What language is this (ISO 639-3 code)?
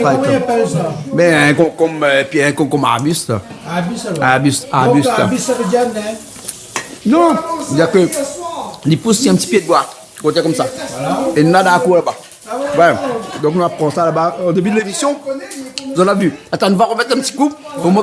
rcf